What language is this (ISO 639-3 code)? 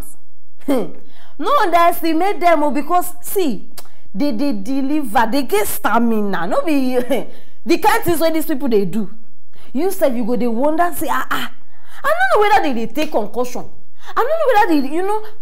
pcm